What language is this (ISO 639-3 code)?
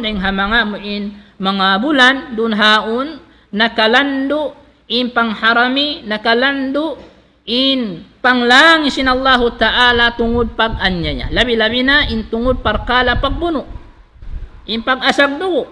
tsg